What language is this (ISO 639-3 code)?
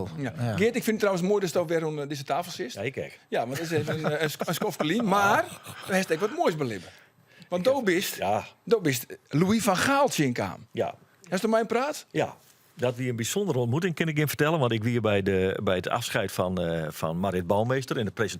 fry